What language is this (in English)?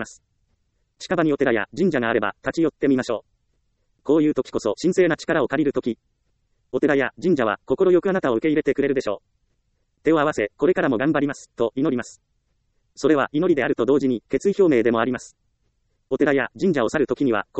Japanese